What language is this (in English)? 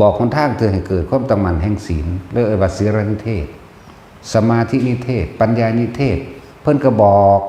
Northeastern Thai